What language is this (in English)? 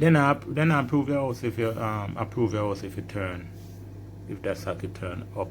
Jamaican Creole English